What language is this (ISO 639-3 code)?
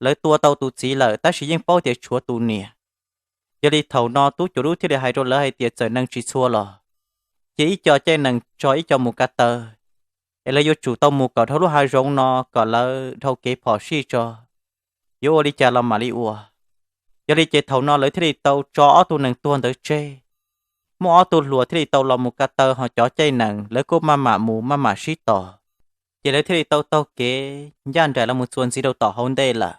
hmn